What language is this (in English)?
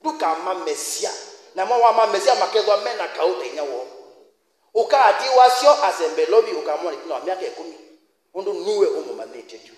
Kamba